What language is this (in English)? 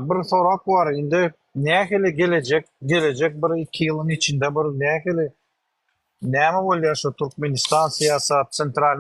Turkmen